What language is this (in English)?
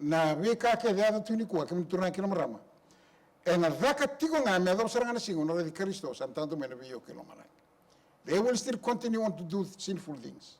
Fijian